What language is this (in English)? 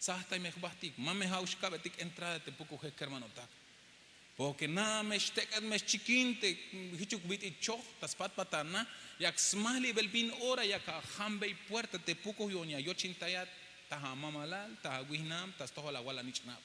Tzeltal